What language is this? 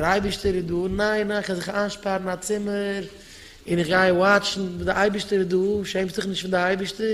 Yiddish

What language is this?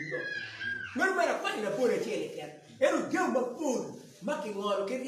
Acoli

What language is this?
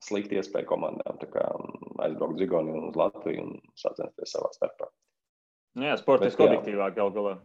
Latvian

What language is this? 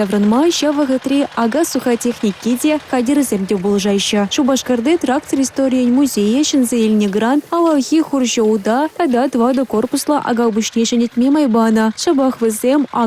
Chuvash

